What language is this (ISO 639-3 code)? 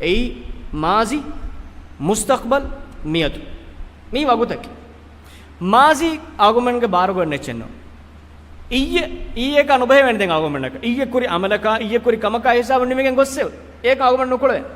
div